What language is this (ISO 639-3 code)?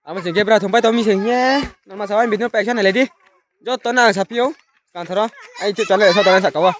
ria